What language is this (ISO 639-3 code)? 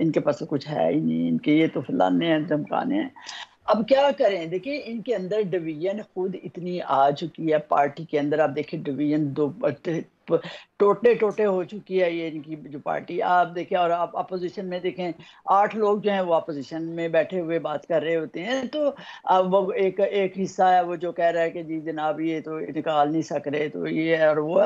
urd